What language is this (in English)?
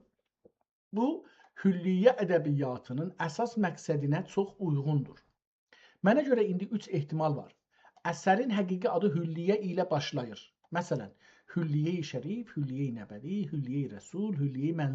South Azerbaijani